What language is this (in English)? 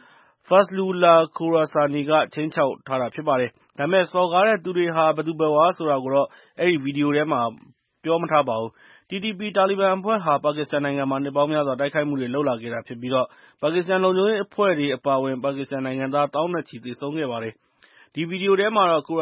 Burmese